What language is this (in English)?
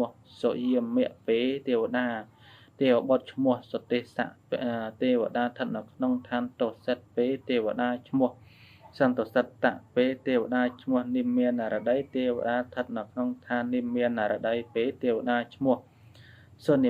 Khmer